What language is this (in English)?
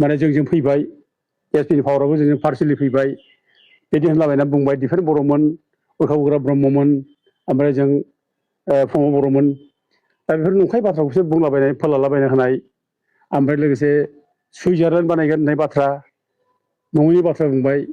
Bodo